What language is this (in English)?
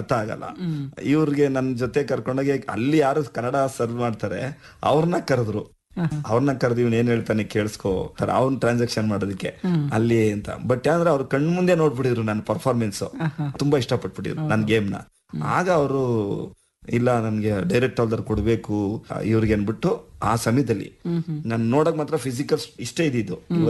Kannada